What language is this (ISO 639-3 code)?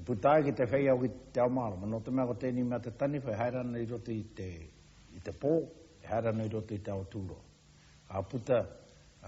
mri